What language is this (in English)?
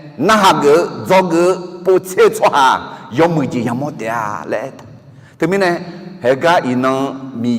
Akha